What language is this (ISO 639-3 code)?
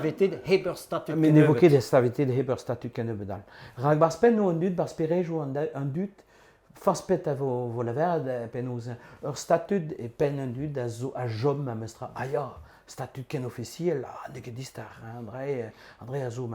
bre